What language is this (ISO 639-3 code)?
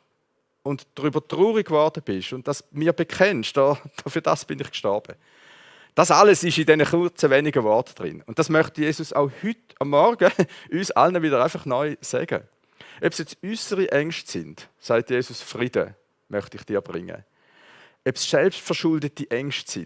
gsw